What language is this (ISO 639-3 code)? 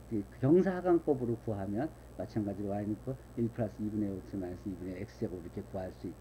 kor